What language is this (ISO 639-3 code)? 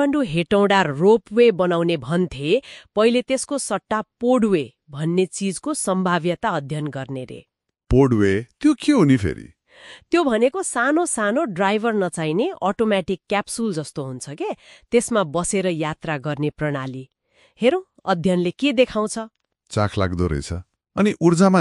nep